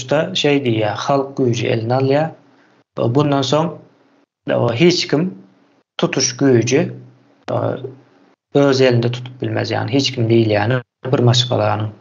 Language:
Turkmen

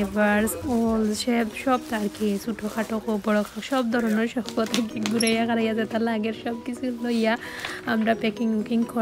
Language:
Sylheti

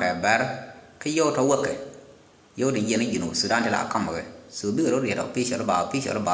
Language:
Nuer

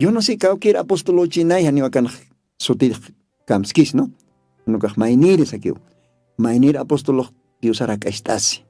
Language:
Aymara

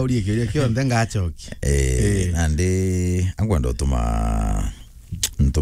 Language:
Meru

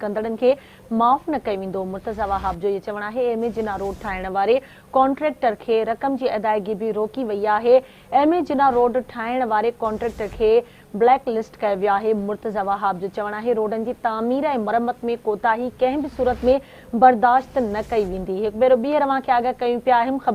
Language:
Sindhi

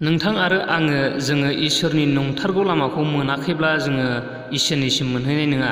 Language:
Bodo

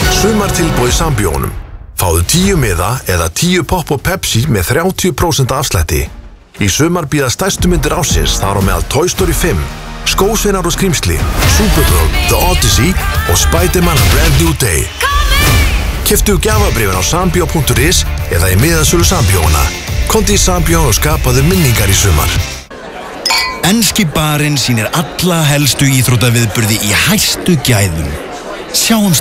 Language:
Icelandic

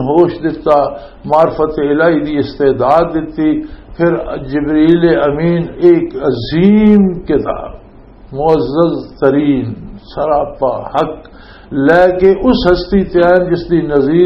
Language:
Western Panjabi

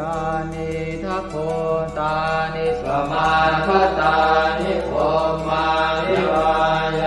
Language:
Pali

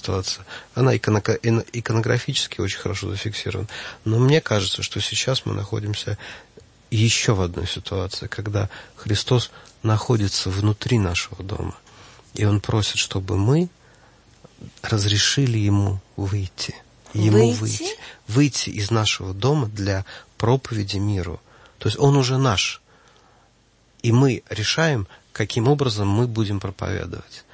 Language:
Russian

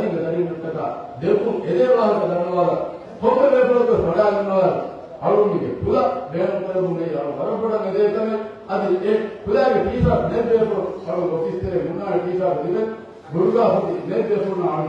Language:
Divehi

